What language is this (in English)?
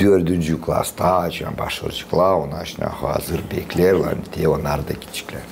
Gagauz